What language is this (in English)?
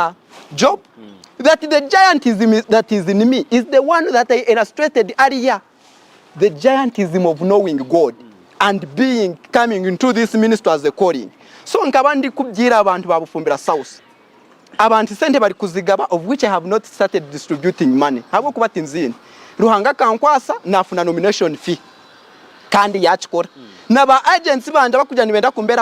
Nyankole